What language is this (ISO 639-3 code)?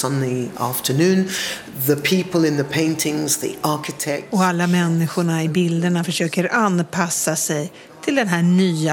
swe